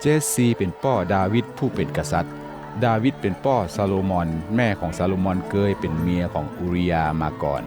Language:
Northern Thai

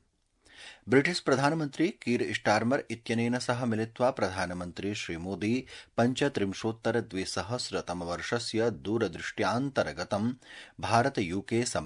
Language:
Sanskrit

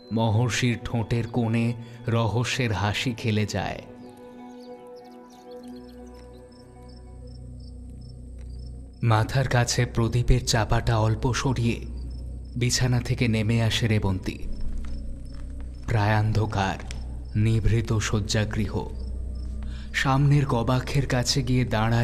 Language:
Bangla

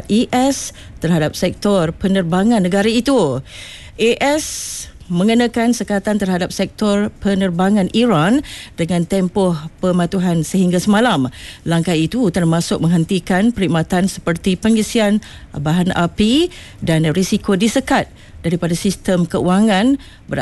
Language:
Malay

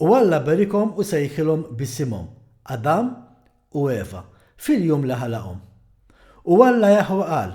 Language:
Maltese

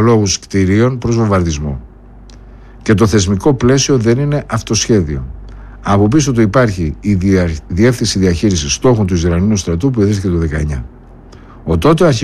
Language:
Greek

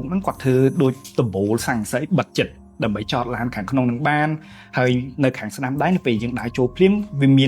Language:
Khmer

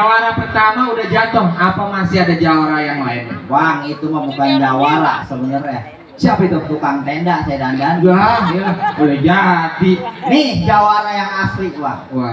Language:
Betawi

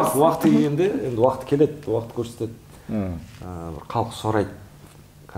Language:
Kara-Kalpak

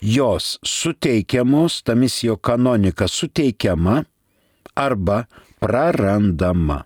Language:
Lithuanian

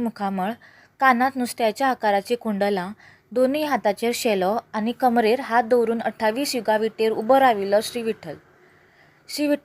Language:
Konkani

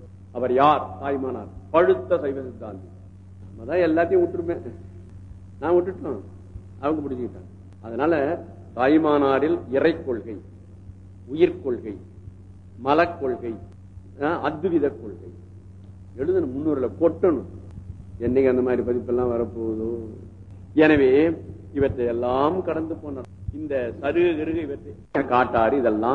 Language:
Tamil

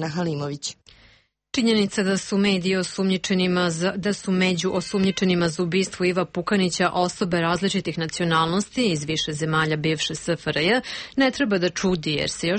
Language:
Serbian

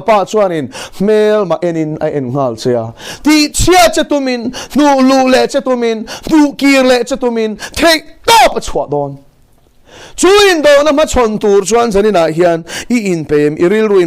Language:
Mizo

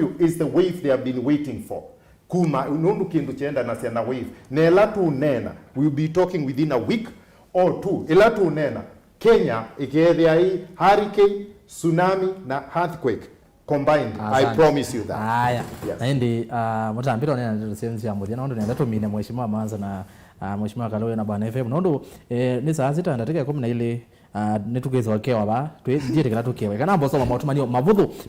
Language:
Kamba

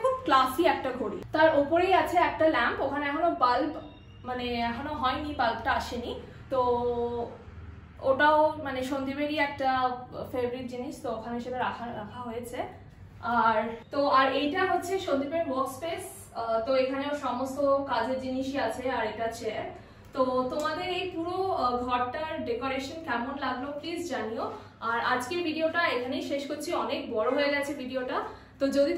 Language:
Bangla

